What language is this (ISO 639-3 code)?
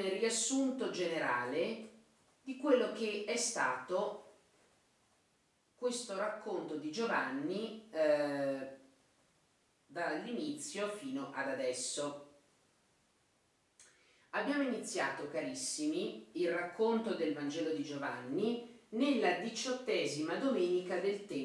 ita